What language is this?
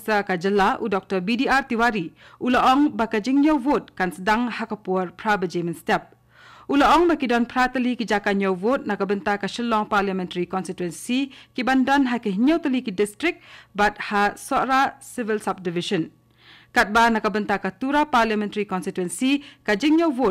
Khasi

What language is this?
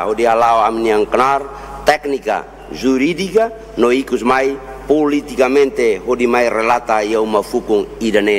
Tetum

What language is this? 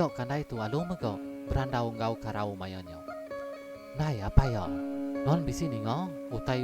Iban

